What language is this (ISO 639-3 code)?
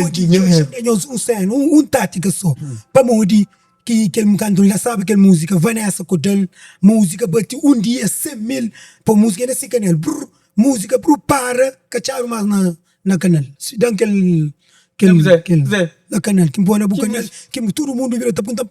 kea